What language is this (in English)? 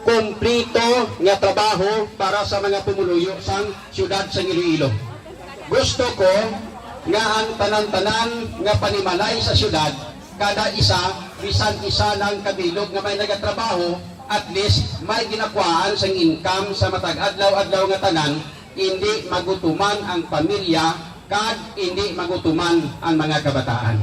Hiligaynon